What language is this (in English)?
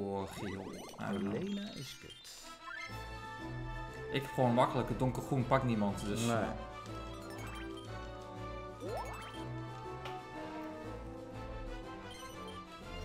Dutch